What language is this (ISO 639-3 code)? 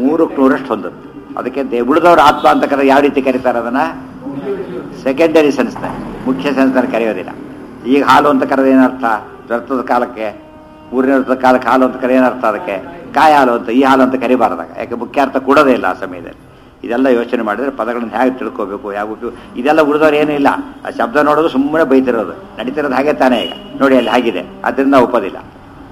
kan